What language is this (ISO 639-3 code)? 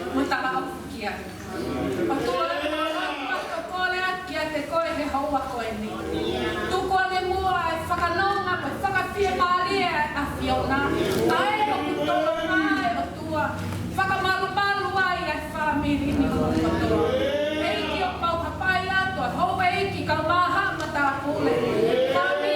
ton